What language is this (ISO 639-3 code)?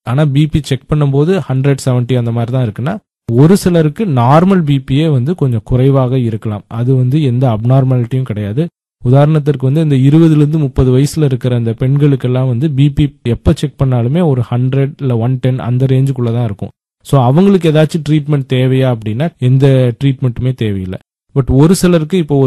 tam